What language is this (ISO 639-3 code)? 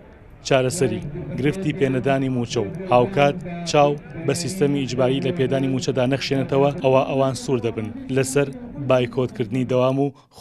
ckb